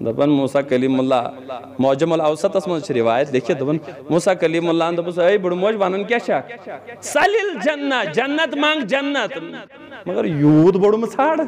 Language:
Kashmiri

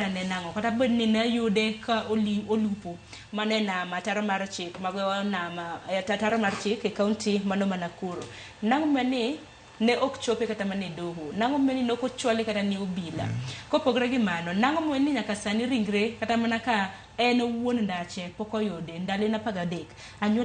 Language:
Luo (Kenya and Tanzania)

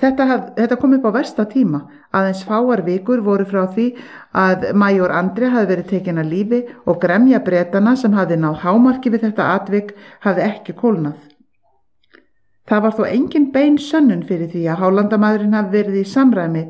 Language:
Icelandic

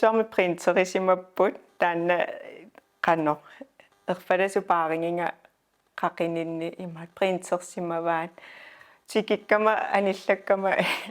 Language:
Kalaallisut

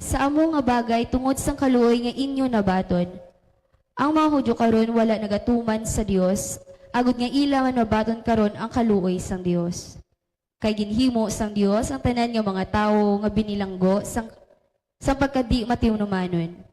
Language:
Hiligaynon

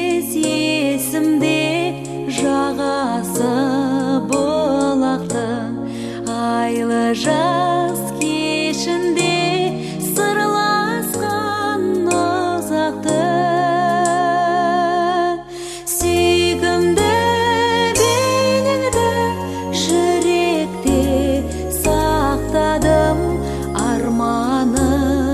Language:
Kazakh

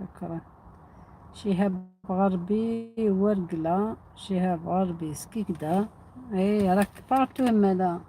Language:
Algerian Arabic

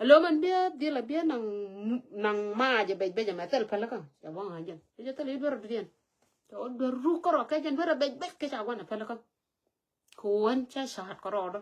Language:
Nuer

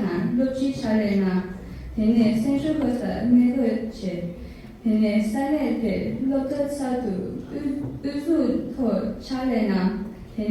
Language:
Tibetan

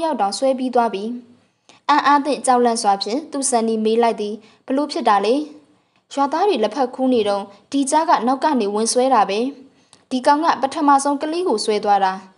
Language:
Burmese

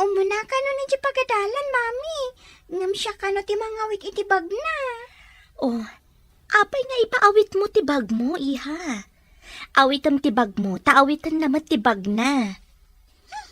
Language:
Iloko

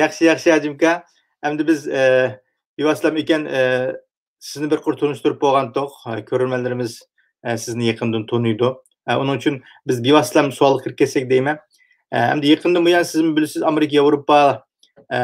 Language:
Uyghur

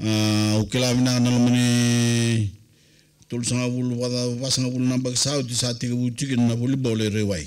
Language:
Fijian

